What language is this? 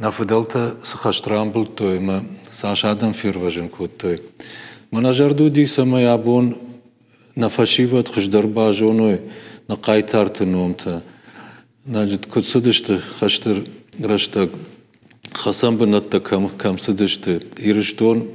Ossetic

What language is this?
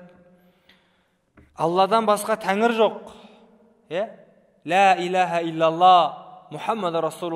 Kazakh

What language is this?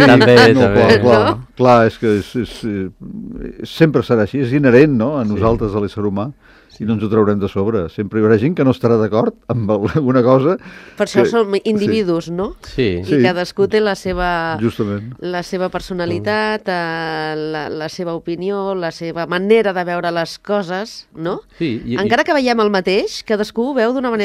Catalan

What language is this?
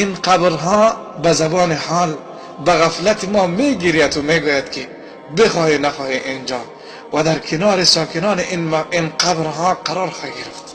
Tajik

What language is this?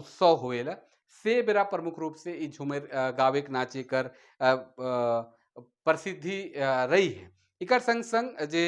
Sadri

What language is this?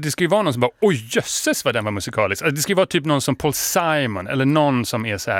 Swedish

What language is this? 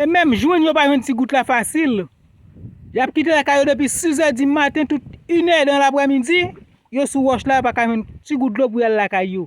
Haitian Creole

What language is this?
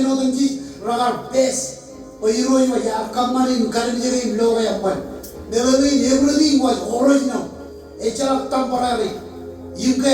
Marshallese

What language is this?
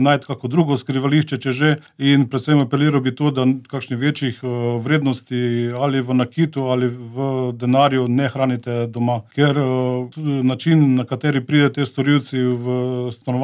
Slovenian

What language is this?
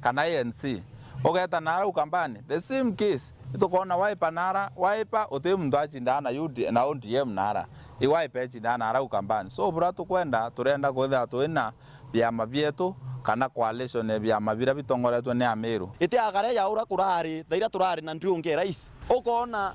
Meru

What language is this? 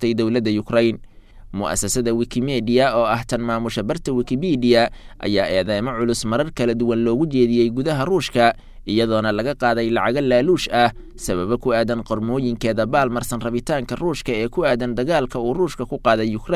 Somali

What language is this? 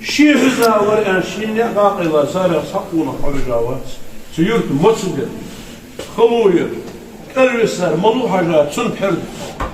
Ingush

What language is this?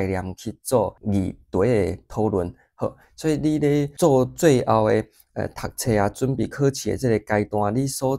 Min Nan Chinese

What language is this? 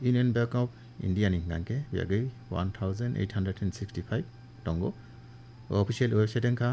Kok Borok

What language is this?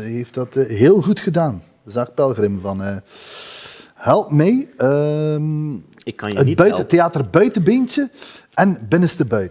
Dutch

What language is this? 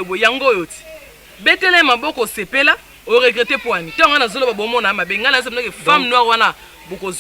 Lingala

